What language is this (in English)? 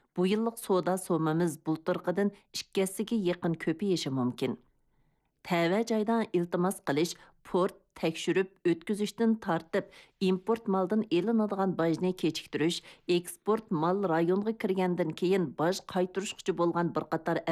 Uyghur